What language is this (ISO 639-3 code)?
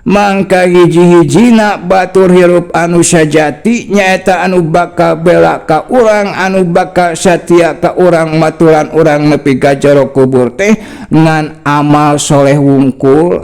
sun